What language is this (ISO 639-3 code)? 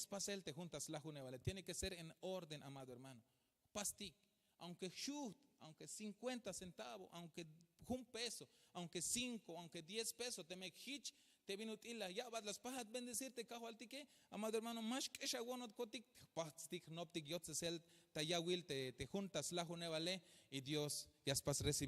tzh